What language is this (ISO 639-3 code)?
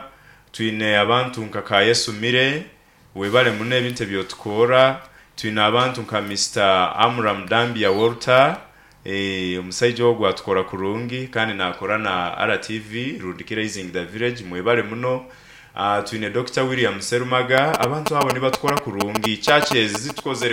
nyo